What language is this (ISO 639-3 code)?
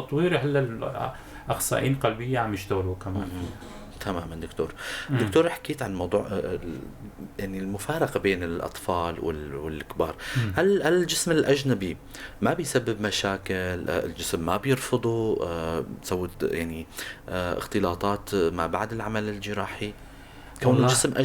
apc